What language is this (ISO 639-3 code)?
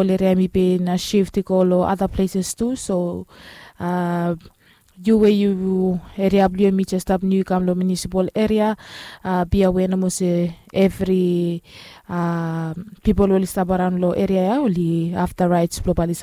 bis